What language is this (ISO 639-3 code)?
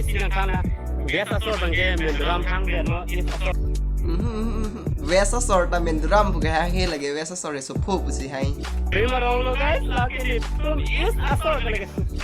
mjw